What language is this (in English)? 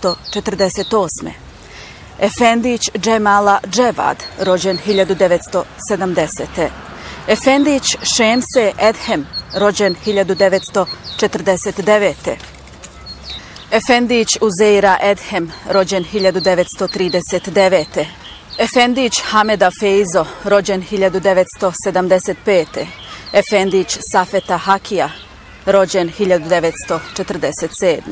Bosnian